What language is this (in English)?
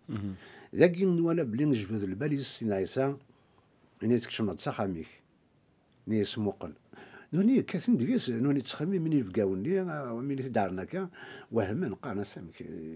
Kabyle